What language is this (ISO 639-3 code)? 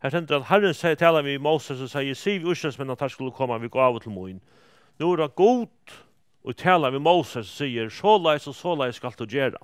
fao